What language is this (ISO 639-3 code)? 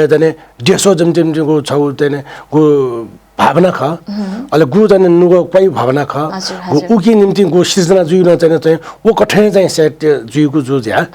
new